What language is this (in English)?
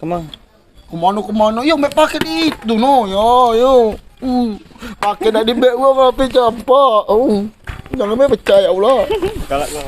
Musi